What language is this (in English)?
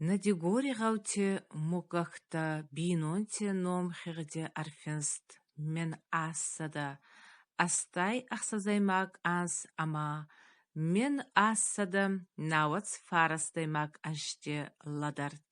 Ossetic